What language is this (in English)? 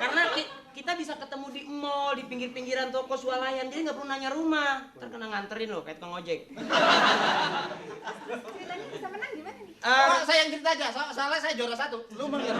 Betawi